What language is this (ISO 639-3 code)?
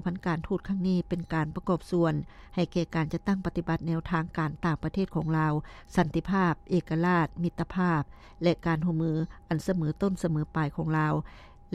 lao